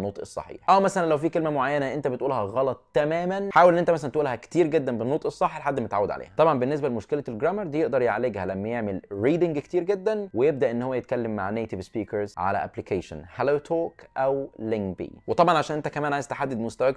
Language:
Egyptian Arabic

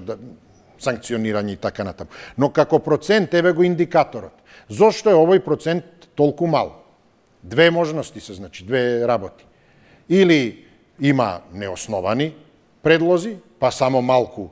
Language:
Macedonian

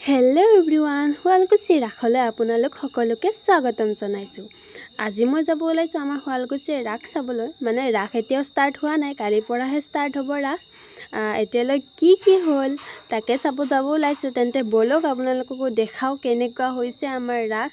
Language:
Assamese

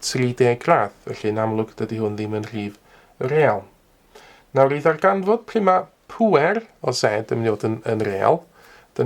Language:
Welsh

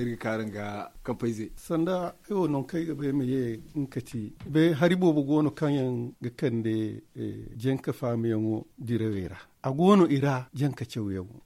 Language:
Zarma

